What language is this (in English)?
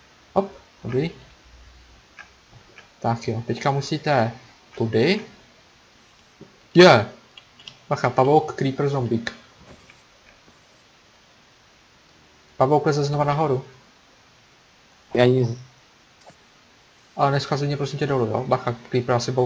Czech